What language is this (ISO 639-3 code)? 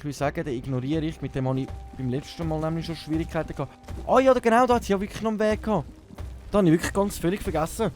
gsw